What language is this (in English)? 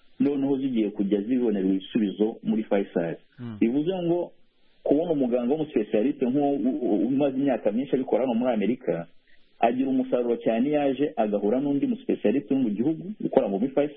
Kinyarwanda